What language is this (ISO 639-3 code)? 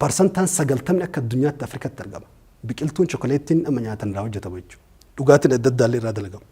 orm